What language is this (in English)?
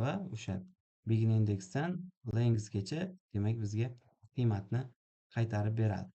Uzbek